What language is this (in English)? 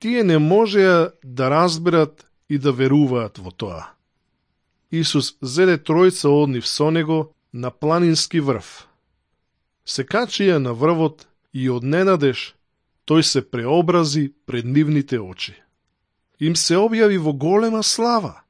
Macedonian